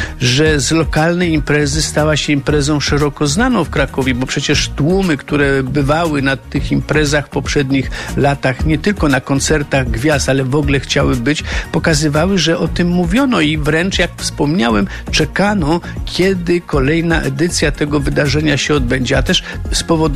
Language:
Polish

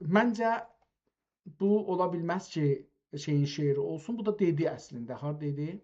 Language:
South Azerbaijani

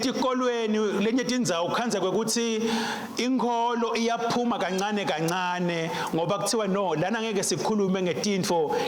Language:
Swati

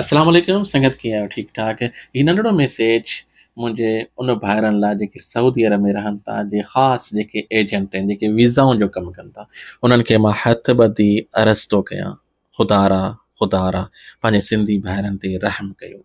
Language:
Sindhi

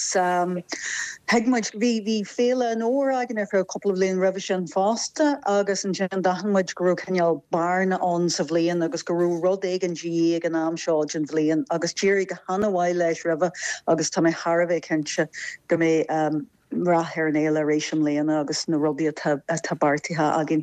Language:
Irish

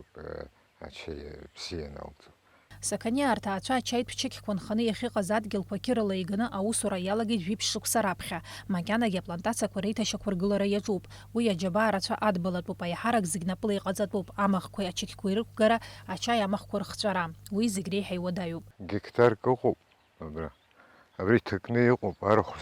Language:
Abkhazian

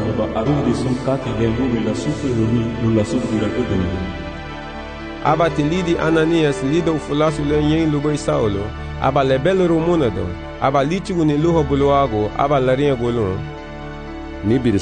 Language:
Garifuna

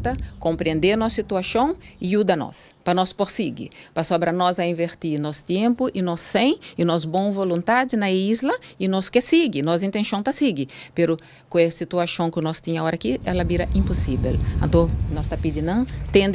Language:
Papiamento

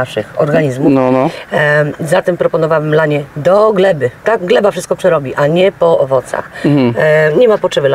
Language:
Polish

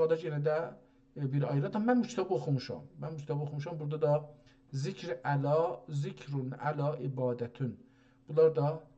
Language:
South Azerbaijani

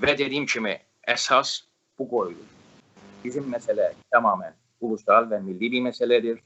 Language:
South Azerbaijani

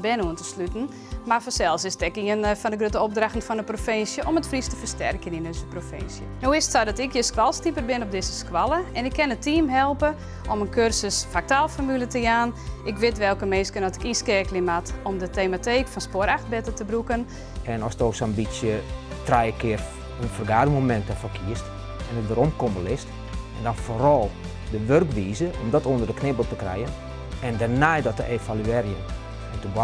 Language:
Western Frisian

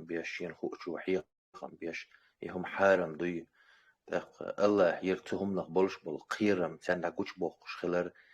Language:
Chechen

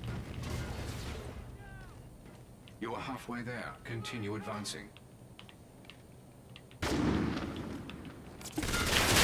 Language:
English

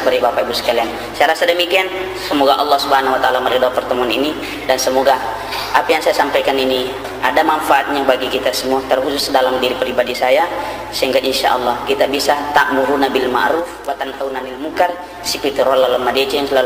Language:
Buginese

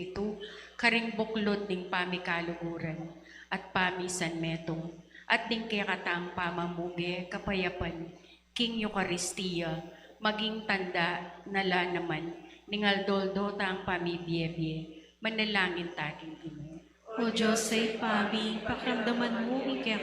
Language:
Pampanga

